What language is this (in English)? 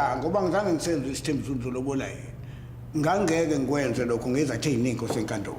Zulu